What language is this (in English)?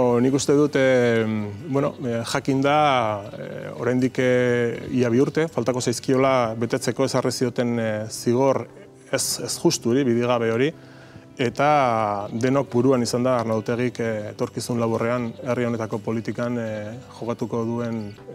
Basque